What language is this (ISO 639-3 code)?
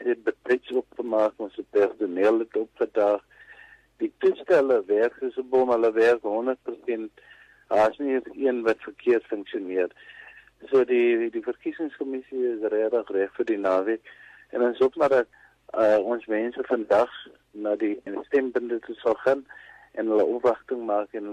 afr